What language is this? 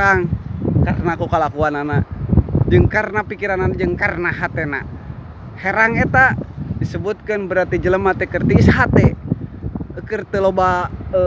Sundanese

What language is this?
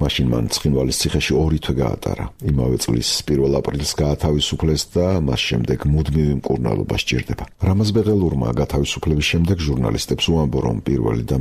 Georgian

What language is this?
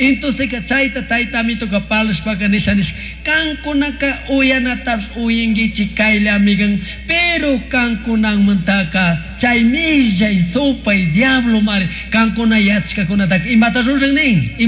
Chimborazo Highland Quichua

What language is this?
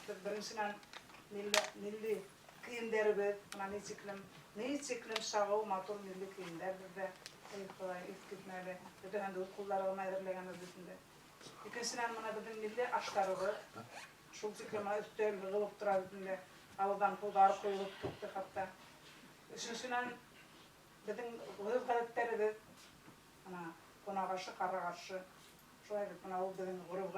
Bashkir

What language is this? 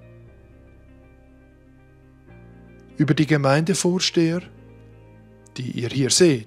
German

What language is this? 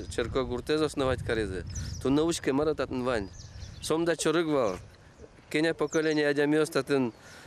Udmurt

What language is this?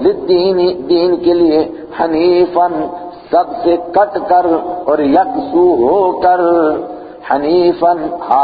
Urdu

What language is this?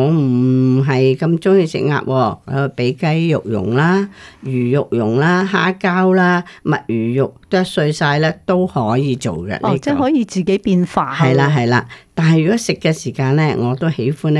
Cantonese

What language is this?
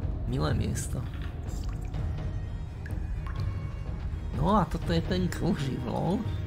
Slovak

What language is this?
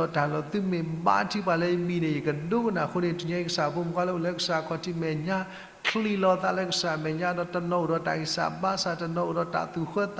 S'gaw Karen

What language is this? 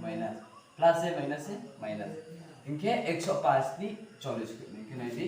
Riang (India)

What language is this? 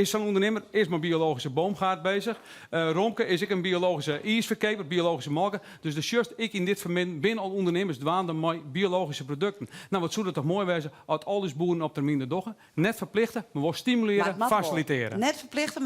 Western Frisian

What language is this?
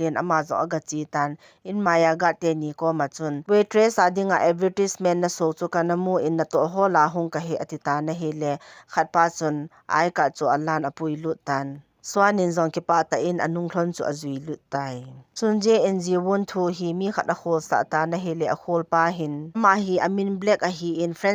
Thado Chin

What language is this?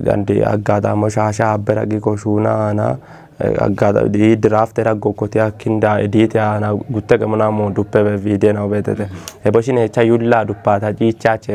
Kafa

